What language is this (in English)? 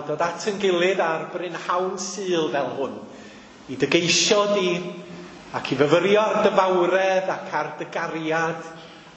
Welsh